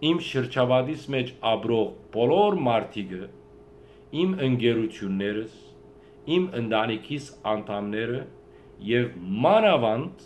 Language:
Western Armenian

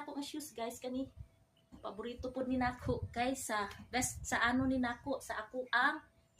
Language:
Cebuano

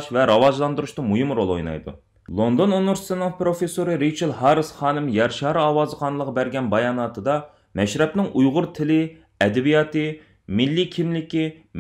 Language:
Uyghur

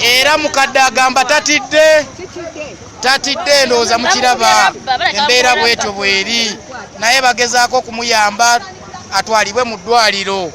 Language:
Ganda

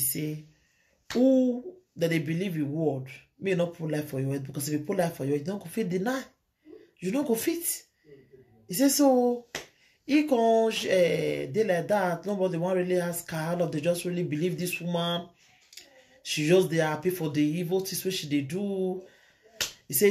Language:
Nigerian Pidgin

